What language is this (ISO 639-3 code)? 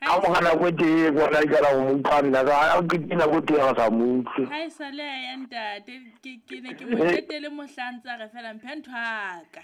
sot